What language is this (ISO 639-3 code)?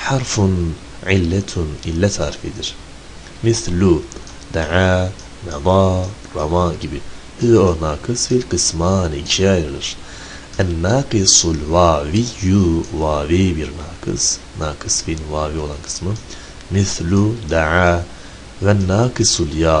tur